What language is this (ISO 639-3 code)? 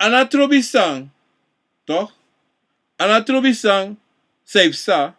srn